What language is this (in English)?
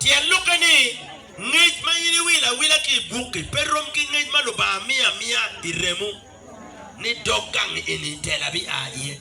Acoli